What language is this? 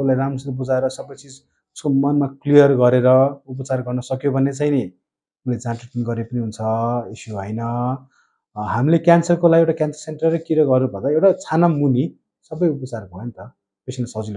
Nepali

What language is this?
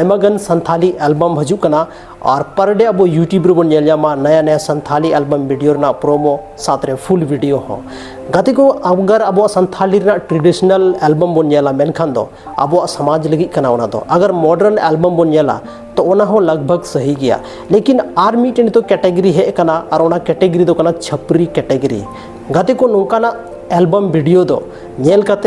Santali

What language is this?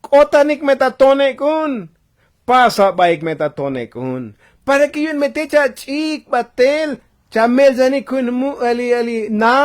Tzotzil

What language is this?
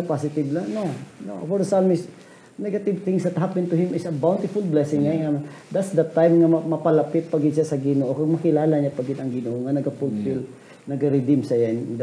Hiligaynon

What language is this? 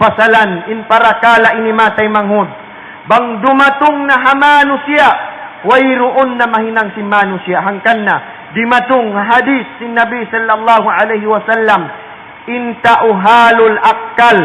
Tausug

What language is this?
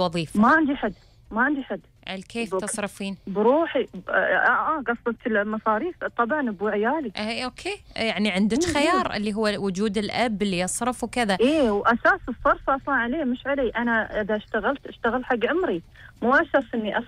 Gulf Arabic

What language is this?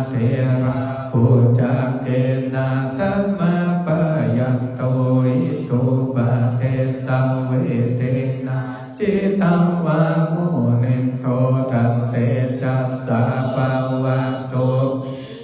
Pali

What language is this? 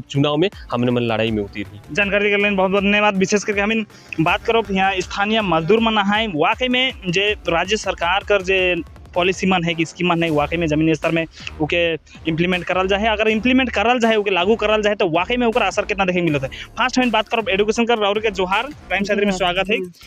Sadri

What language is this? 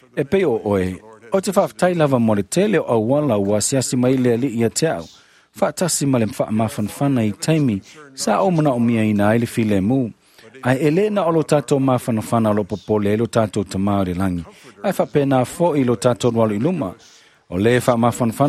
Samoan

